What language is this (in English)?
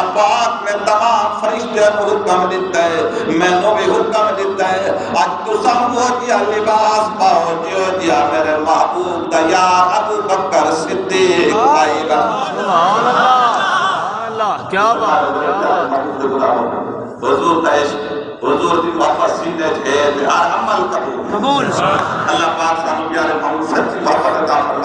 Saraiki